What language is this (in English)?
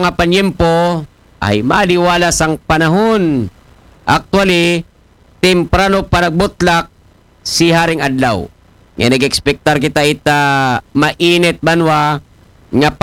Aklanon